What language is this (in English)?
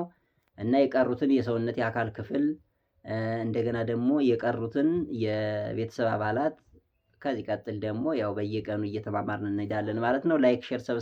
Amharic